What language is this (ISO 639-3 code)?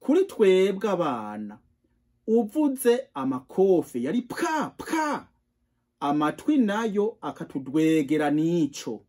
run